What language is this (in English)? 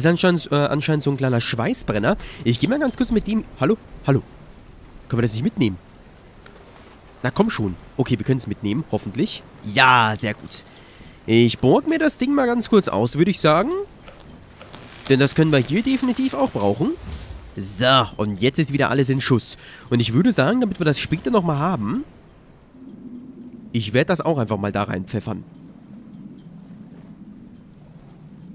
German